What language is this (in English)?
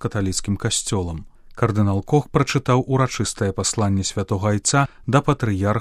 Belarusian